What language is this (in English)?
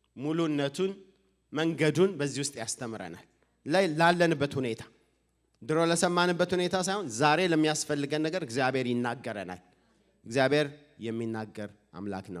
Amharic